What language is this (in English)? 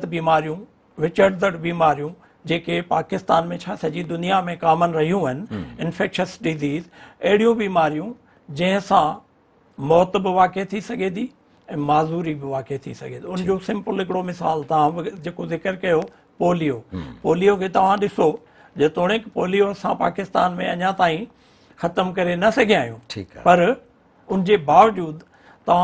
Sindhi